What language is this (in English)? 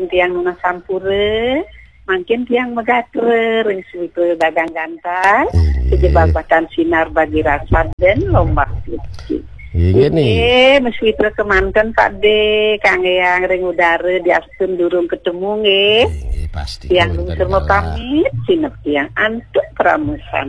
Balinese